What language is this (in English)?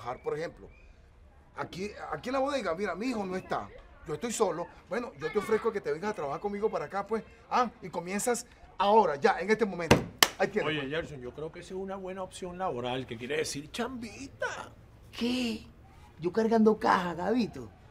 Spanish